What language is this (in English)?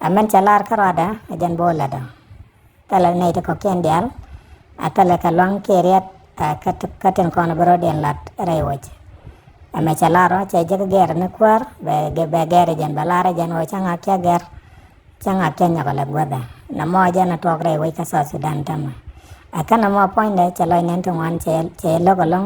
Nuer